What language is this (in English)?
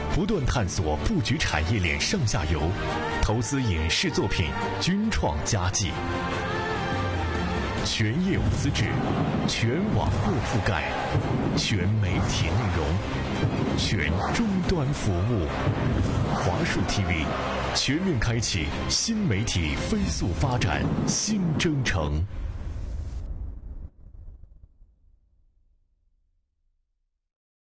Chinese